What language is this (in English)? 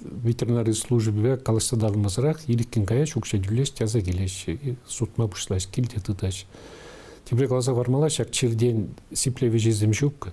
Chuvash